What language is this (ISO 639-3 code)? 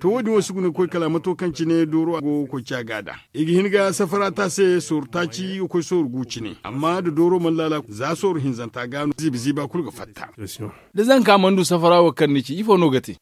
dje